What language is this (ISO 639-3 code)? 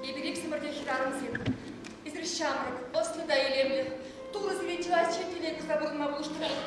chv